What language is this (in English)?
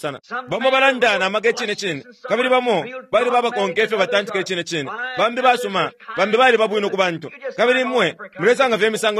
Bemba